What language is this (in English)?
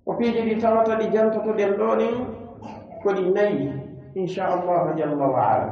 Pular